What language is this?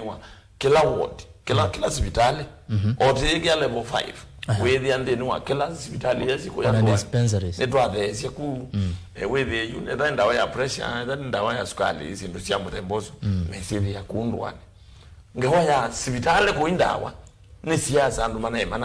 Kamba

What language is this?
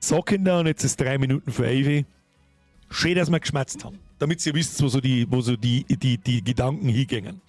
Bavarian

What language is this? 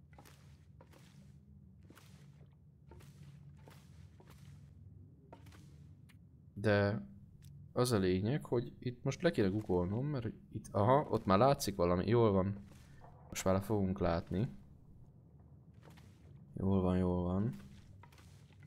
Hungarian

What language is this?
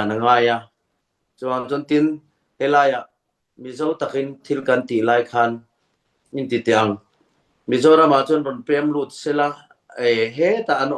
Hakha Chin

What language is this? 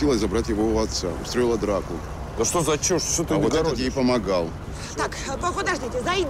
Russian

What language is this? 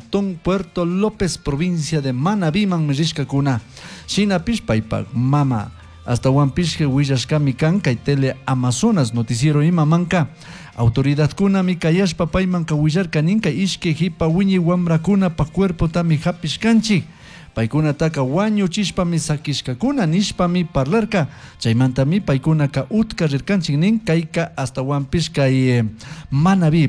Chimborazo Highland Quichua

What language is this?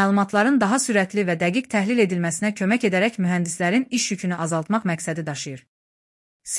Azerbaijani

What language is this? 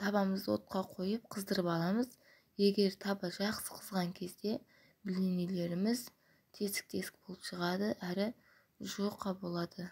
Kazakh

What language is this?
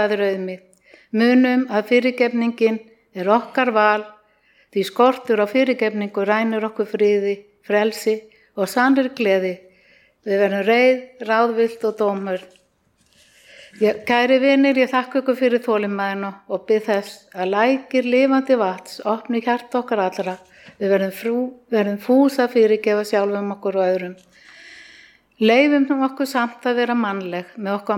Icelandic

